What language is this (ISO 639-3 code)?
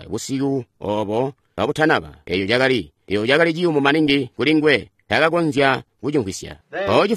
toi